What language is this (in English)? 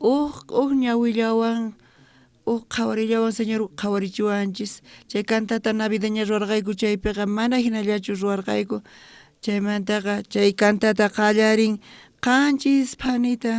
South Bolivian Quechua